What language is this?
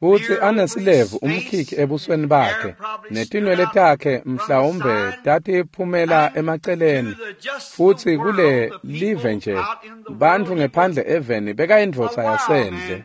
Swati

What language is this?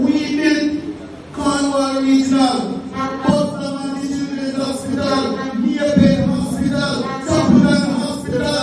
Jamaican Creole English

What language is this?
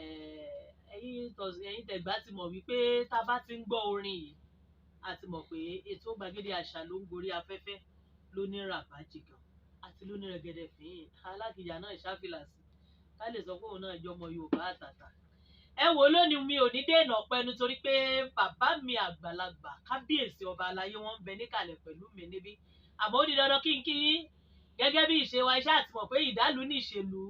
Yoruba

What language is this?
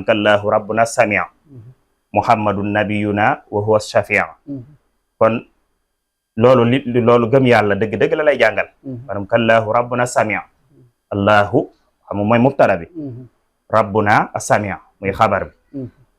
Wolof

